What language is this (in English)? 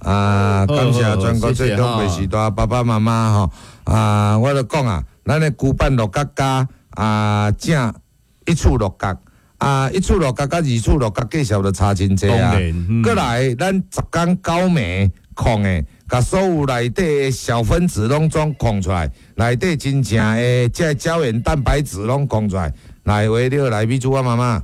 Min Nan Chinese